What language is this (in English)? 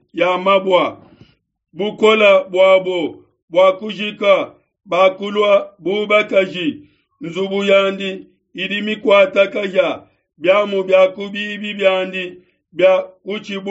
Luba-Lulua